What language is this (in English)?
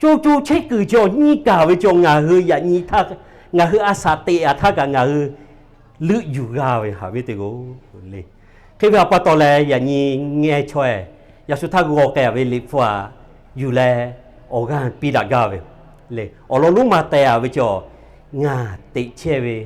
Lahu